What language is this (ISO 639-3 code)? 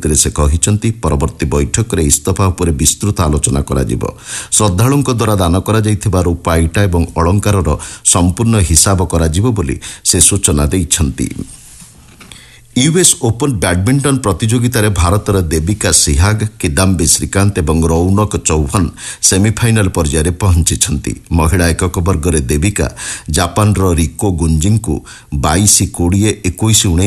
ori